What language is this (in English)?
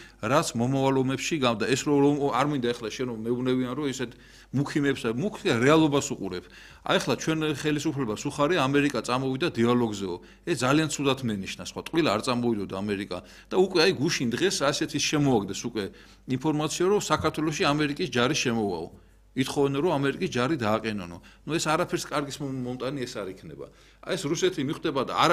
Georgian